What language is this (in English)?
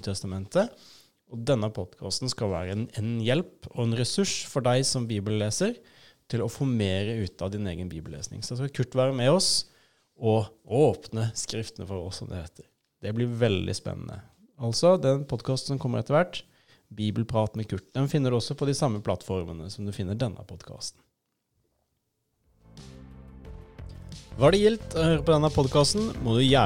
Norwegian